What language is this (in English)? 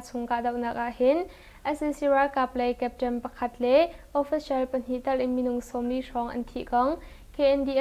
Hakha Chin